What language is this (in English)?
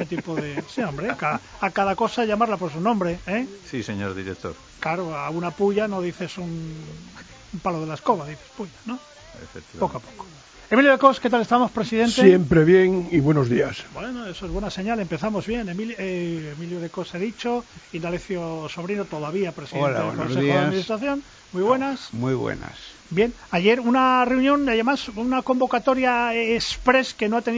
Spanish